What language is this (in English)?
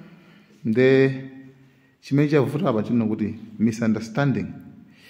Nyanja